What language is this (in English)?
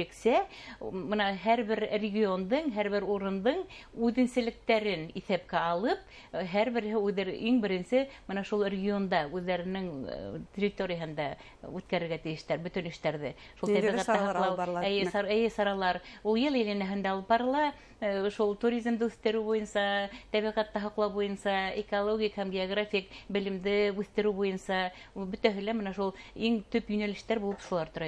Bashkir